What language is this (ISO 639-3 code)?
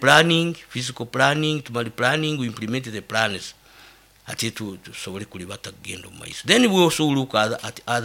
nyo